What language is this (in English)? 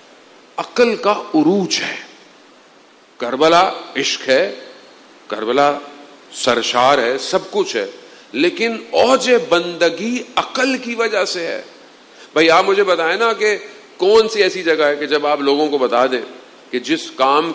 Urdu